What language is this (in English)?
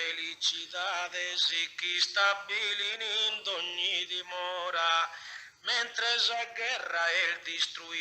Sardinian